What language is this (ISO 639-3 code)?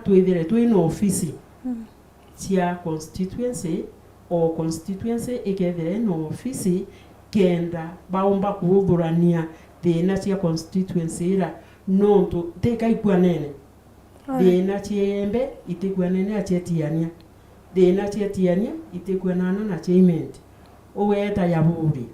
mer